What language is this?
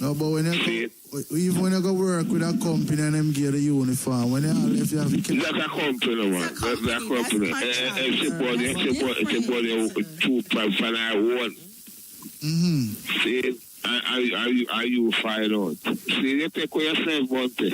Jamaican Creole English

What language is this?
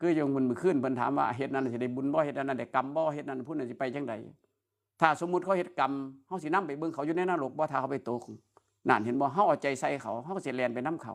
Northeastern Thai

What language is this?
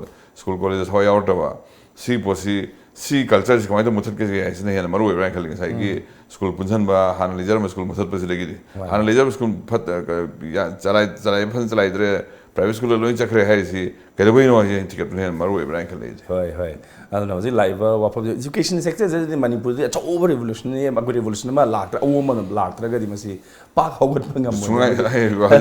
Manipuri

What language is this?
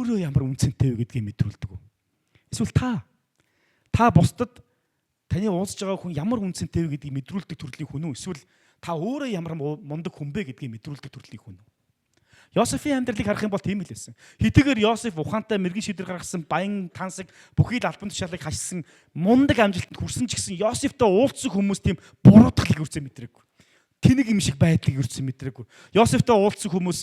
Mongolian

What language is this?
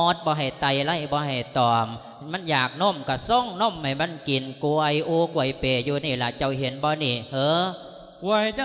Lao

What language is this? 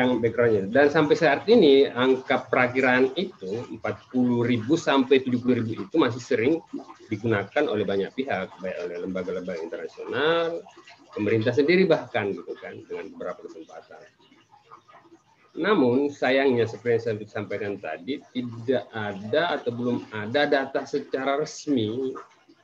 Indonesian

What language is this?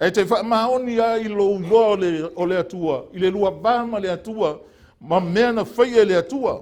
Samoan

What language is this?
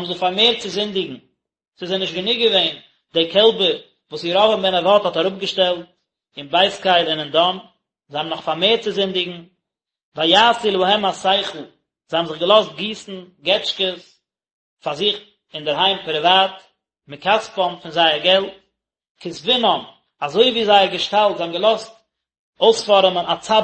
Yiddish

